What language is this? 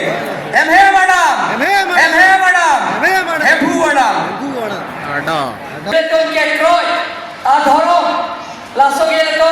Karbi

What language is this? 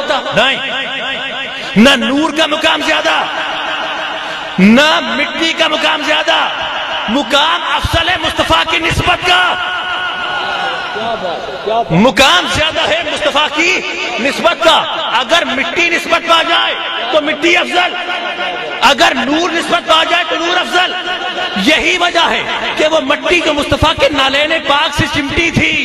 Urdu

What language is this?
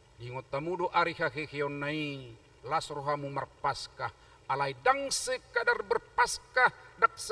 Batak Toba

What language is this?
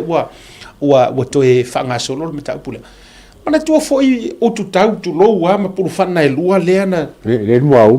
Samoan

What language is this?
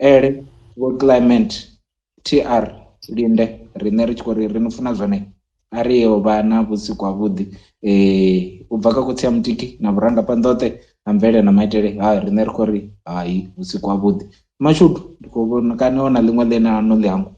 Venda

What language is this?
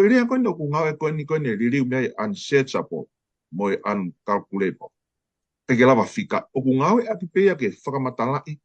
Tongan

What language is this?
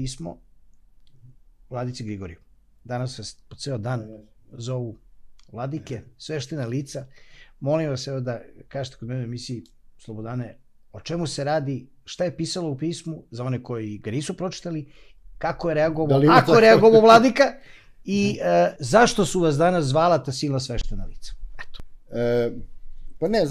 Serbian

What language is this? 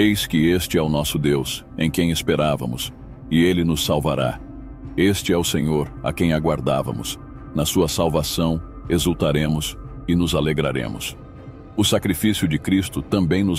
Portuguese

